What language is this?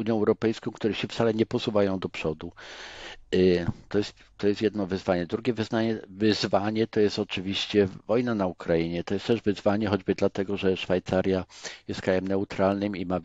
Polish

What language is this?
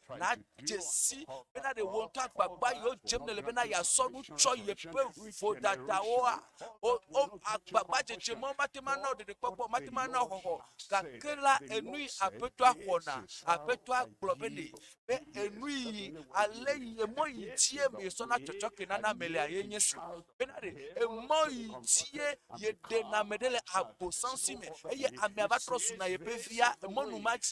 Ewe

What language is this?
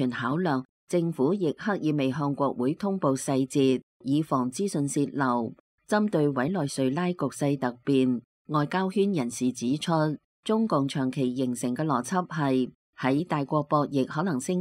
Cantonese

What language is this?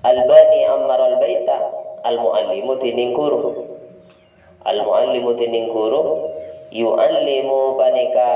Madurese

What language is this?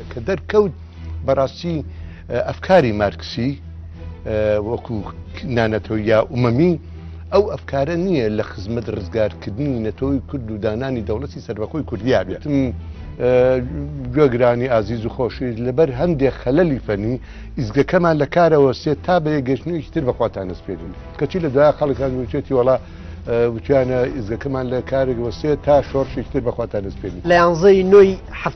Central Kurdish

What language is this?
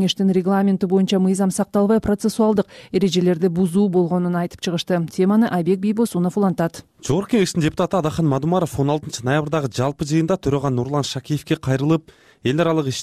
Kyrgyz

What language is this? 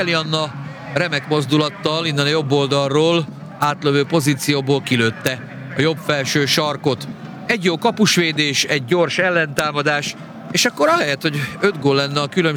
Hungarian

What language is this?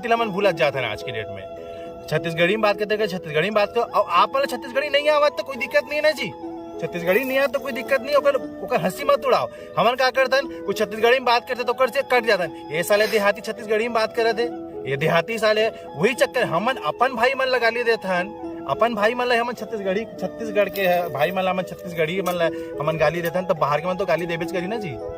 Chhattisgarhi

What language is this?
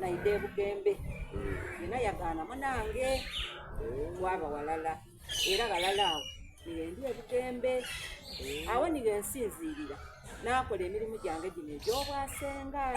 Soga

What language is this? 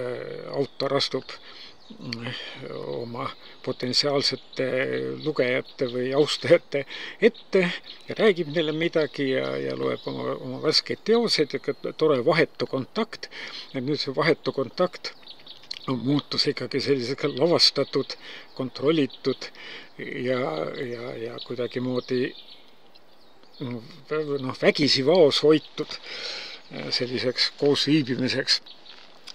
Estonian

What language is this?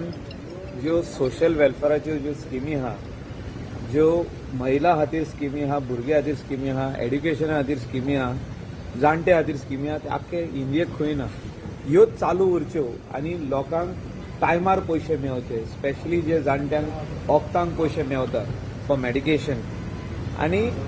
Konkani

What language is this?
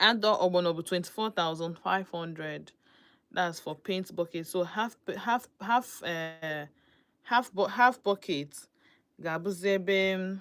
Igbo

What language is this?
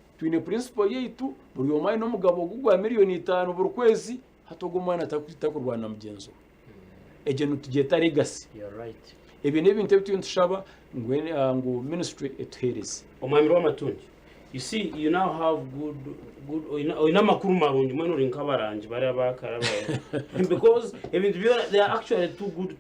Nyankole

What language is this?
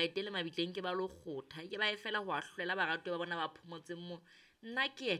Southern Sotho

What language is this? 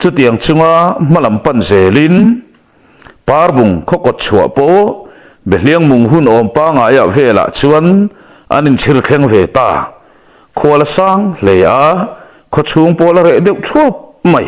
Mizo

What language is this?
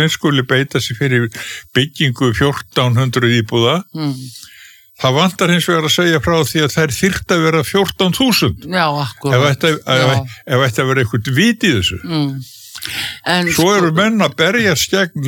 Icelandic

